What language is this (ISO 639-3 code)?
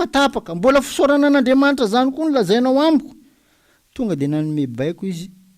mlg